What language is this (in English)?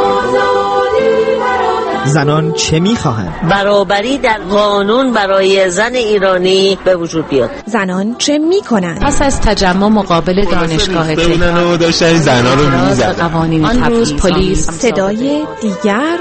Persian